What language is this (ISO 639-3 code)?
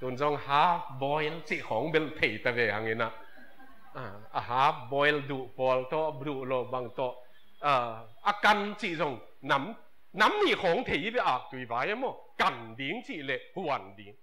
ctd